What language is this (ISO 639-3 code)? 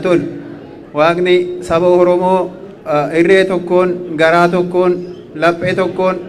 orm